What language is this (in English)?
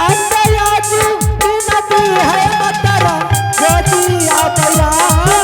Angika